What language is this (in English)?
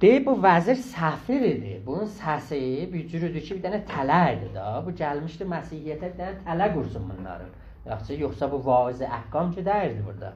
South Azerbaijani